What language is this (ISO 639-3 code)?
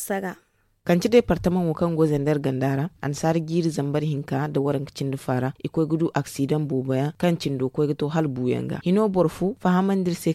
dje